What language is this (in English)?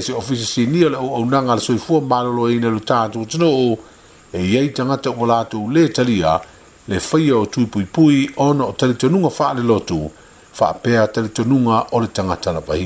Samoan